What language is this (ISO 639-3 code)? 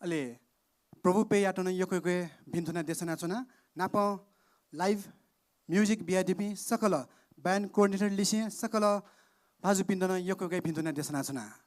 new